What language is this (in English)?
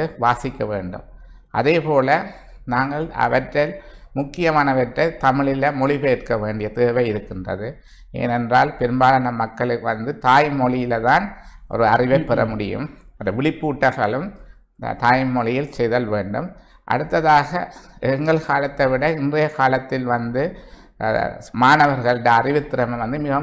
Tamil